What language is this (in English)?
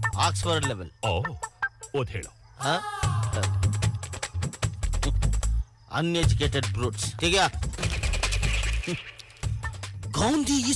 Kannada